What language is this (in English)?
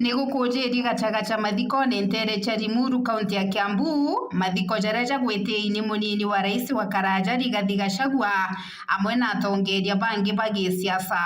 Meru